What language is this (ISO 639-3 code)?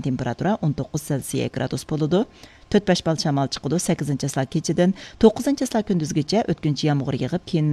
uig